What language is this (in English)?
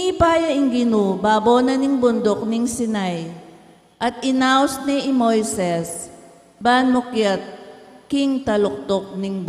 Pampanga